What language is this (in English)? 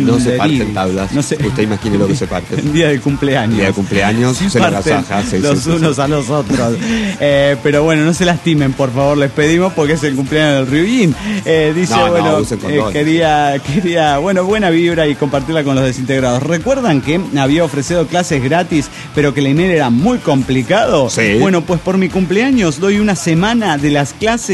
Spanish